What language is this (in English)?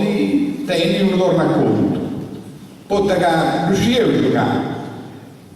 Sardinian